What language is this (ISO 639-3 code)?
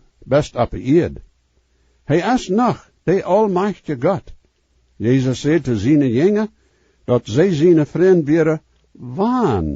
pdt